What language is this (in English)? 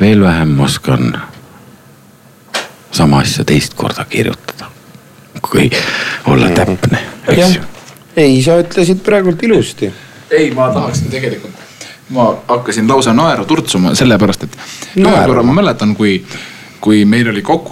Estonian